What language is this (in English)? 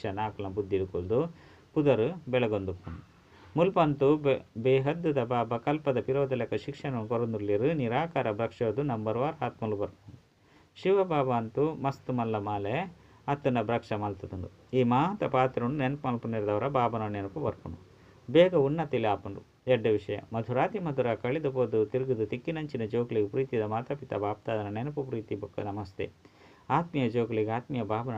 Tulu